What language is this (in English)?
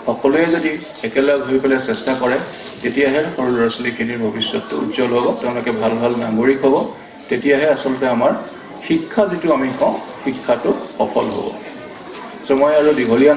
Assamese